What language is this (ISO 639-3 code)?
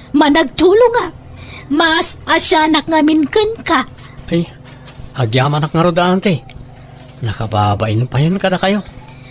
ilo